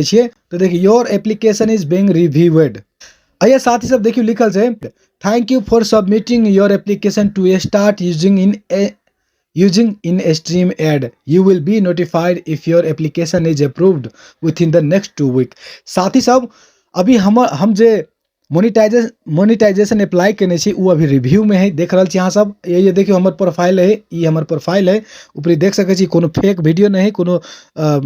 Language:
Maithili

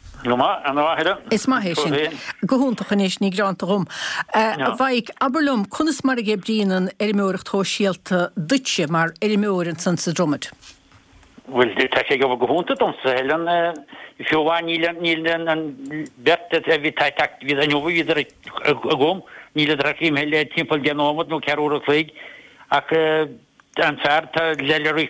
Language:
Irish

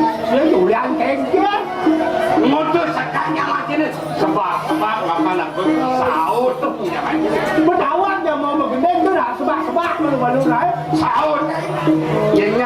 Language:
Balinese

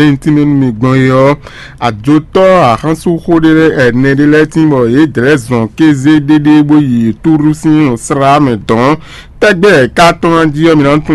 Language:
Fon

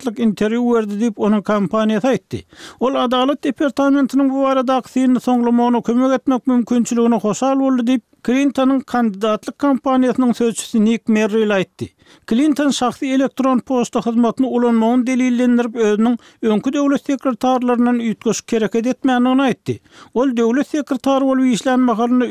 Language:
Turkmen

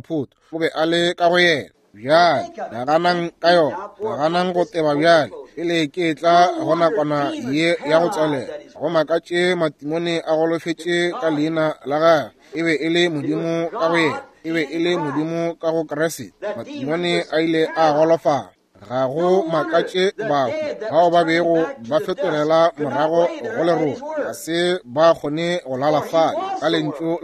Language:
Northern Sotho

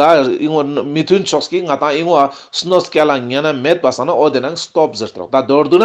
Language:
Ladakhi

